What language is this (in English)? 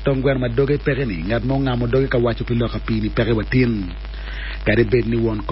Acoli